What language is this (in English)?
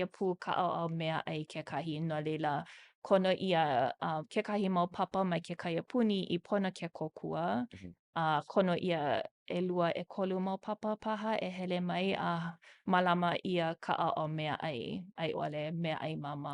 Hawaiian